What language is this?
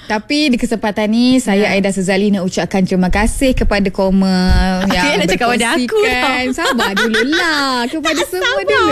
Malay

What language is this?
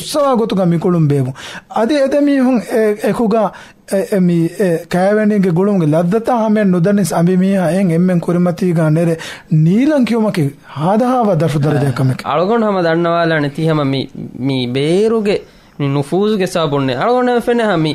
Divehi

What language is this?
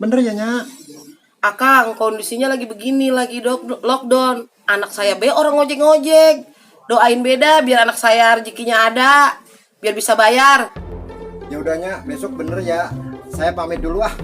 Betawi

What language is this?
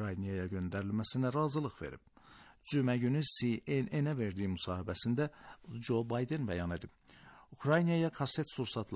Azerbaijani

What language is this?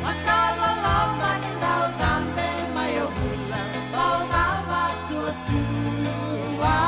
Fijian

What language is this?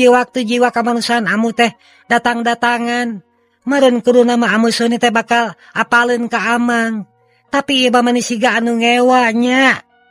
Sundanese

